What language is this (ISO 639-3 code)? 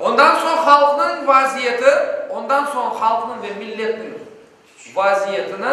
crh